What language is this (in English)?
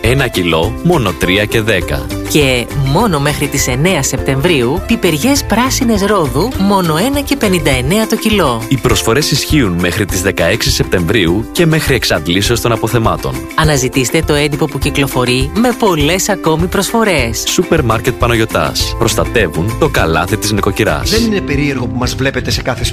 Greek